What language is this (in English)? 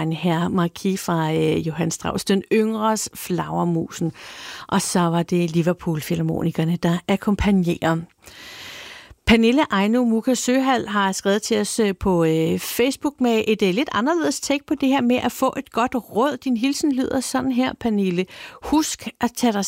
Danish